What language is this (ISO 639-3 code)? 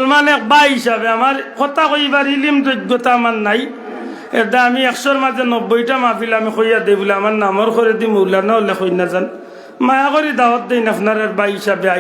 syl